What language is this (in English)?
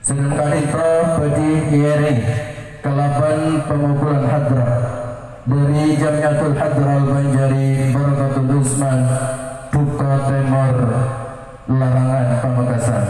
Madurese